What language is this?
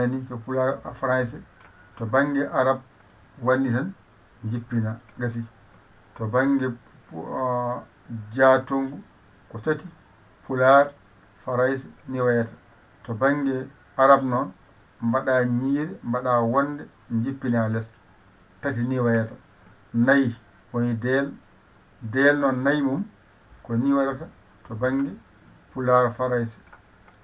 Fula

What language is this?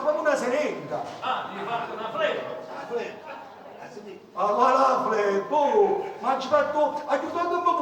Neapolitan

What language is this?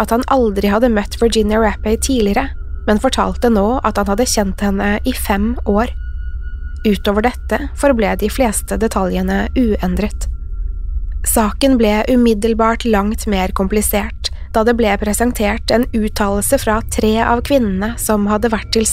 Norwegian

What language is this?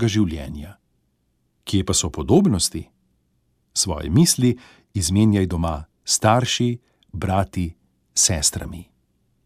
Slovenian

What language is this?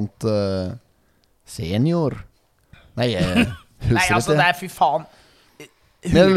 Norwegian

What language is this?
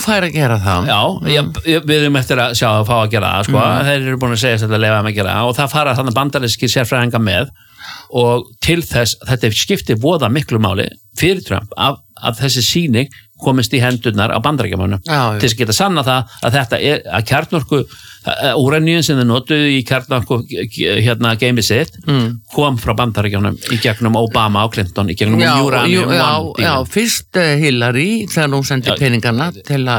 Icelandic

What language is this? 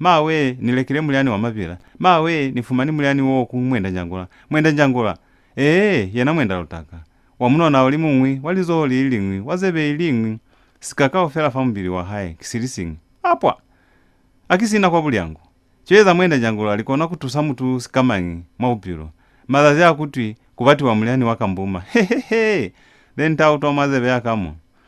Lozi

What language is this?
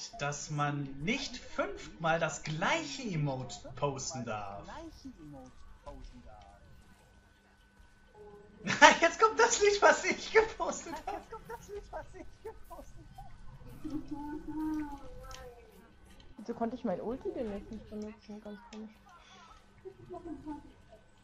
German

